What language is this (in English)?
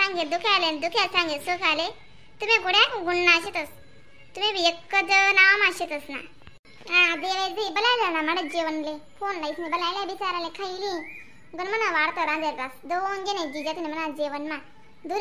Khandesi